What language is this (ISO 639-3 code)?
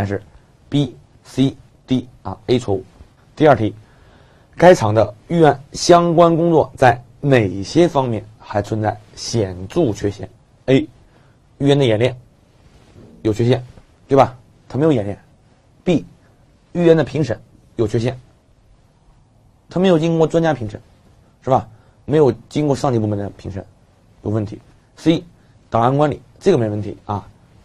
zho